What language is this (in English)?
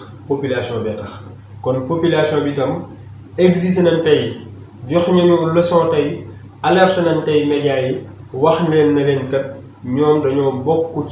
Wolof